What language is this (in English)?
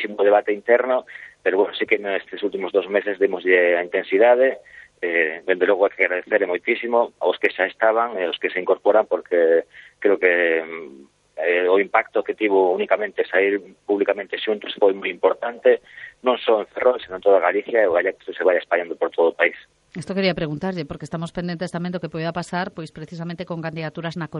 Galician